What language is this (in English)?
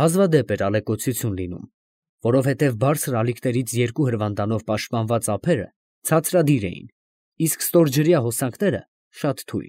Armenian